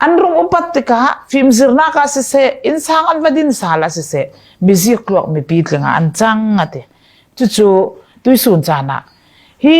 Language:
Falam Chin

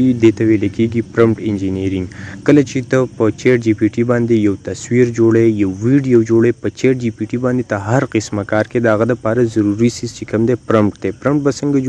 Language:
Pashto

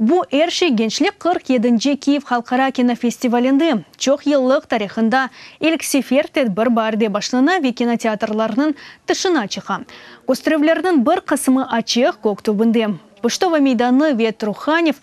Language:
Crimean Tatar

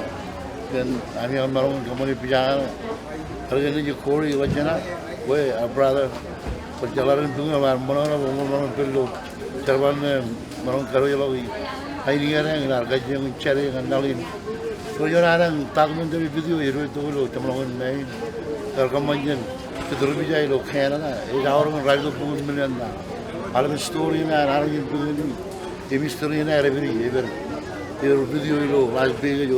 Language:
Marshallese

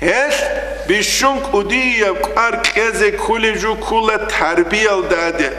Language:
Avaric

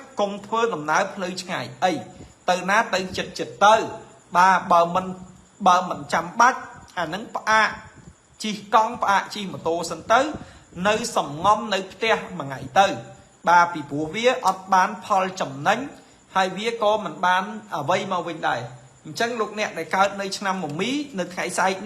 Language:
Khmer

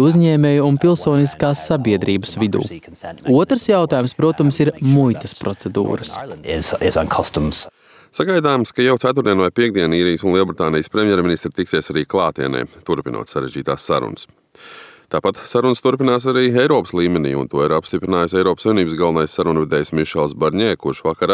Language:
Latvian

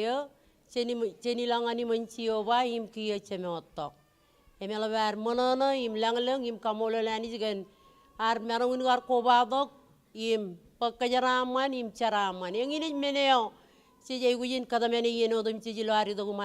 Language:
Marshallese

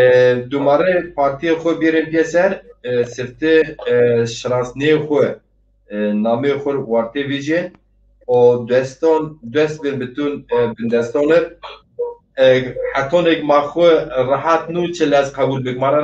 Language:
Zaza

